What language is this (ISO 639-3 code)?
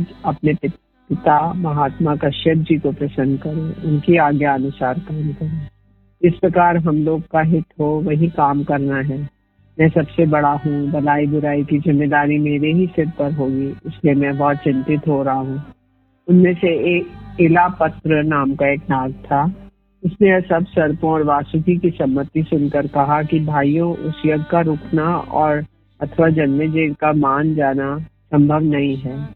hin